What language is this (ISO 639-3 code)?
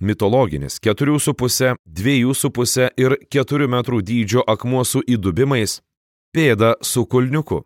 lit